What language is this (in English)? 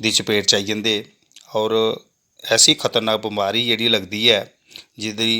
Dogri